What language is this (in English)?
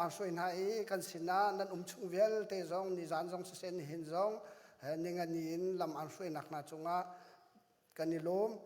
Hakha Chin